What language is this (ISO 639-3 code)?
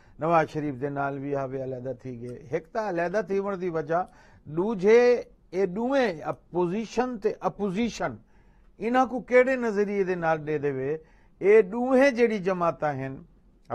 skr